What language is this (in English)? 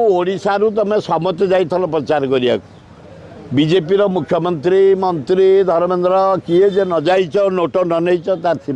Odia